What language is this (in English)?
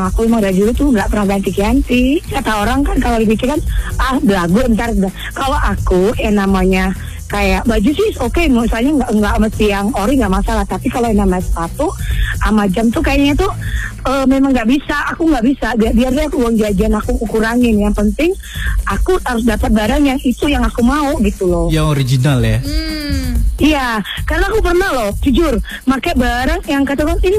Indonesian